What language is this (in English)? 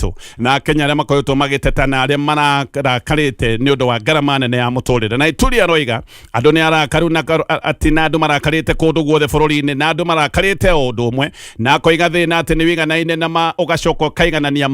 Kikuyu